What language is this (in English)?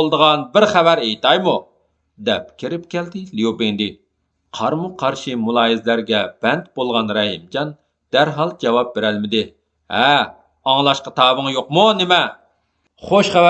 Uyghur